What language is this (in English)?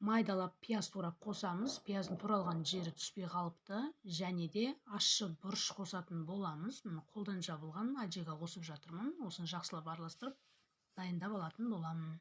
Kazakh